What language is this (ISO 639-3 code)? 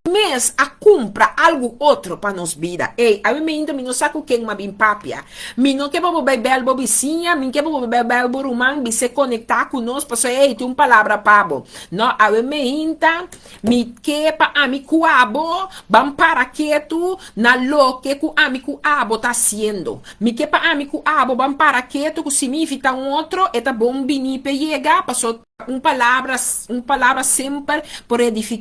pap